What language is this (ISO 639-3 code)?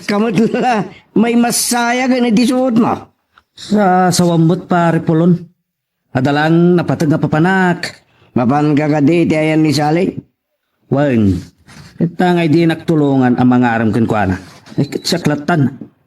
ilo